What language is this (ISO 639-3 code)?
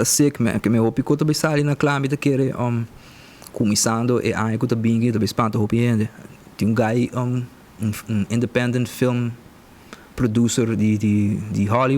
pap